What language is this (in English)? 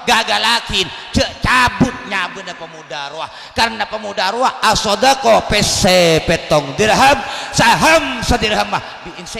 Madurese